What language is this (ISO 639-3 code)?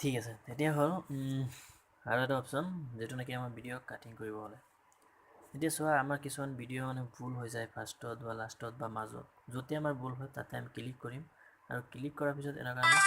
asm